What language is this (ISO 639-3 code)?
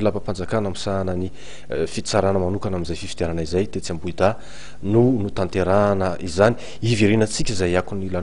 mlg